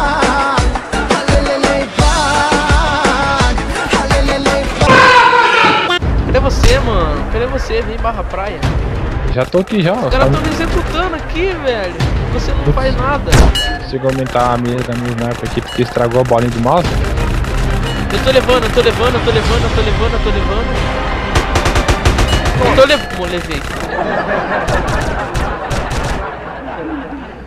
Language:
Portuguese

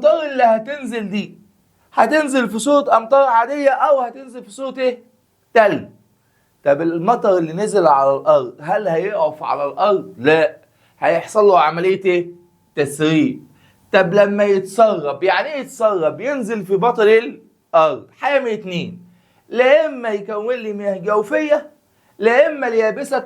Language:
Egyptian Arabic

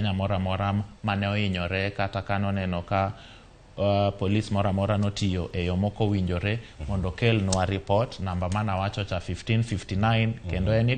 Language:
Luo (Kenya and Tanzania)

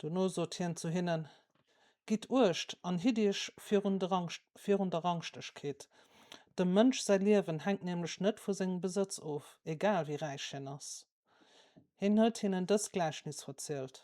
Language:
Luxembourgish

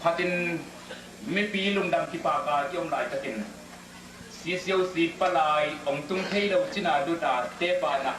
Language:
Tedim Chin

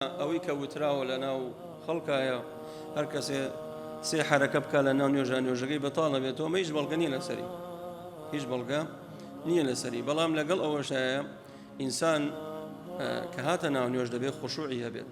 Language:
Central Kurdish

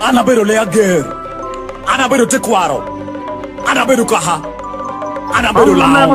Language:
Lango (Uganda)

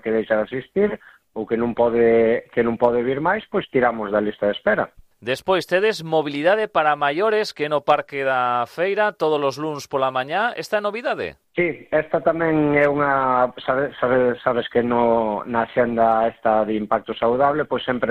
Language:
Galician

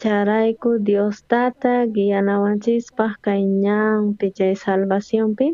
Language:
South Bolivian Quechua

